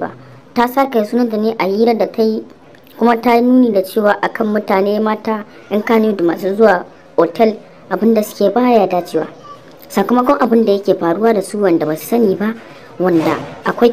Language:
Hausa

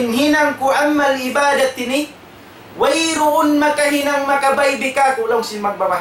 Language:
Tausug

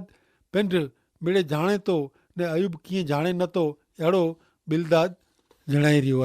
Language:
Kachhi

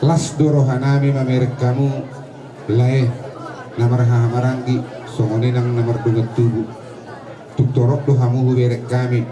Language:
Batak Toba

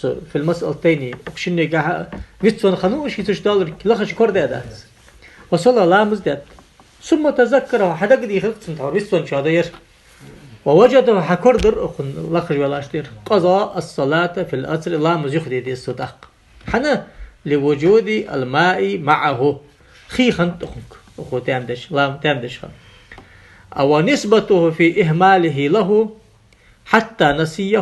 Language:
Ingush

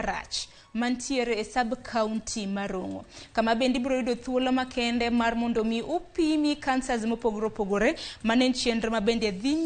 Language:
Luo (Kenya and Tanzania)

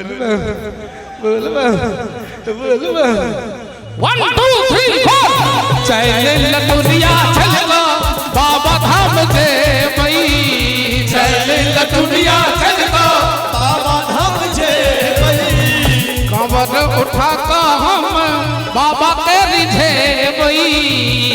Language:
Maithili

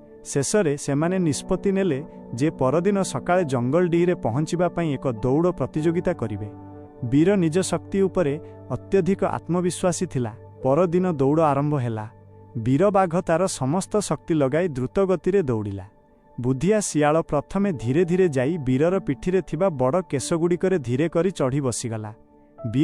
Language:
Odia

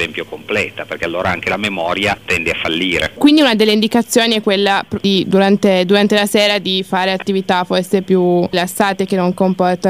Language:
Italian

